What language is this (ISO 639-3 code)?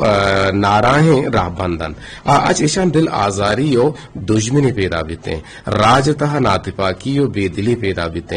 bgp